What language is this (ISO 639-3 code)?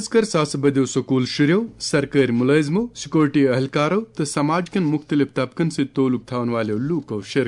kas